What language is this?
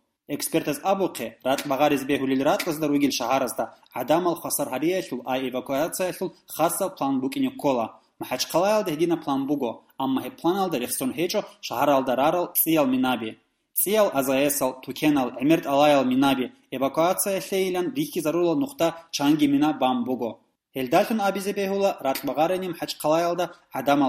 Avaric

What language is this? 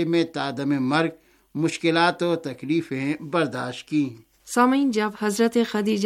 Urdu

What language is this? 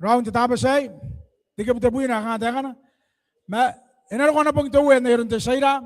Gilbertese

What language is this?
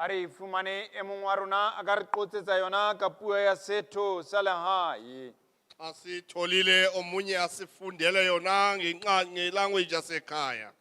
Southern Sotho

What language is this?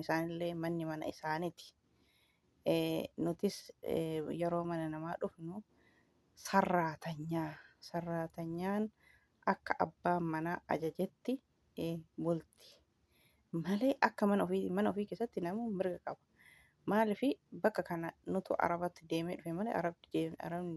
Oromo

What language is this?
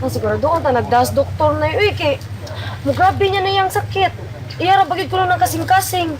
Cebuano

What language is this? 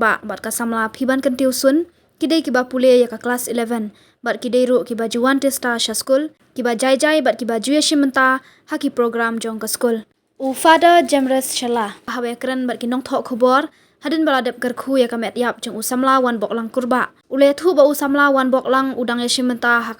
Khasi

